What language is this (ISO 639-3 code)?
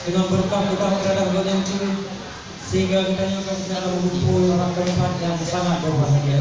ace